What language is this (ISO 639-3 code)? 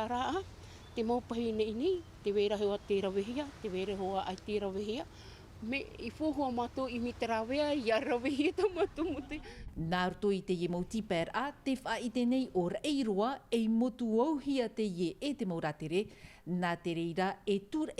tah